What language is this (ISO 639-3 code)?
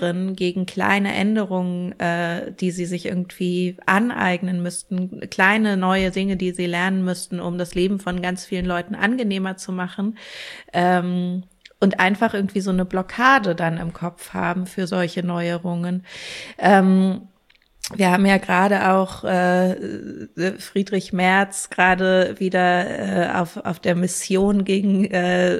deu